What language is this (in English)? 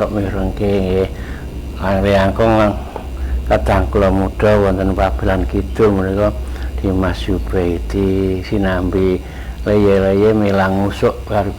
Javanese